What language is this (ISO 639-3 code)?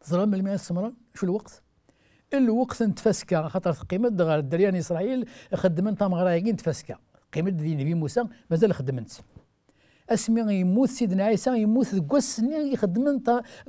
kab